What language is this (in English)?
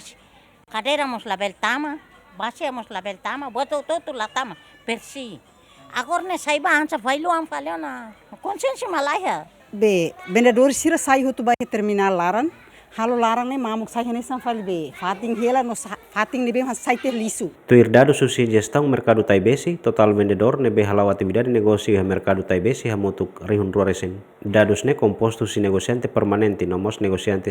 Tetum